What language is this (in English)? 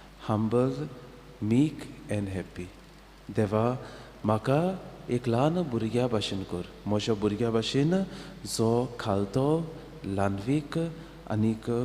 Konkani